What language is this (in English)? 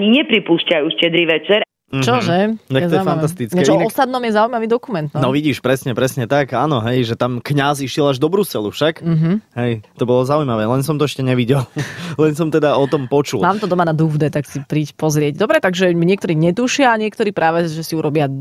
Slovak